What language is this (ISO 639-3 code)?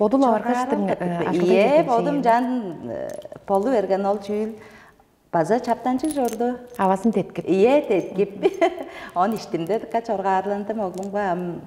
tyv